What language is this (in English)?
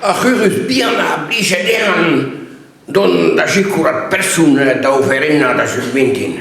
Breton